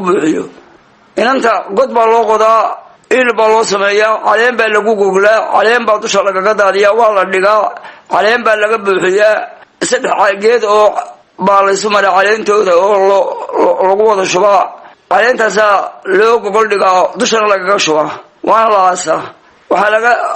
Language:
Somali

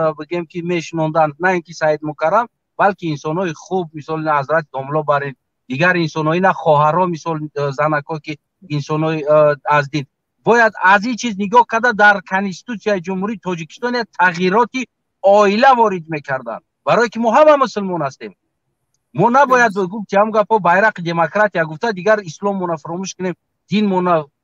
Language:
Tajik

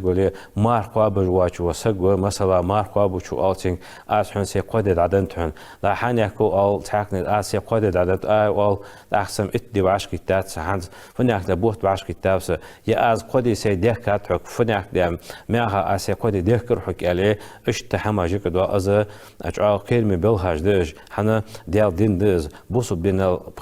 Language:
Ingush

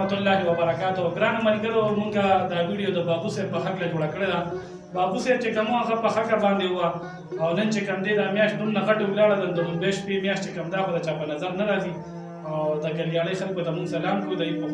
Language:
Pashto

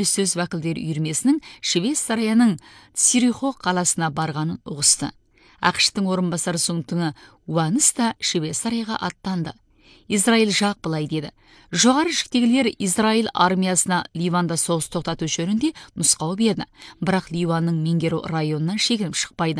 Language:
Kazakh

